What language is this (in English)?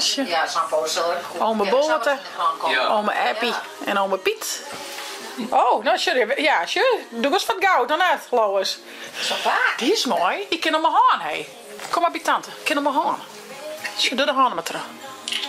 Western Frisian